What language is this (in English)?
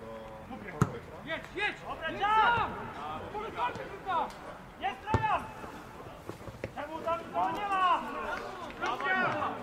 Polish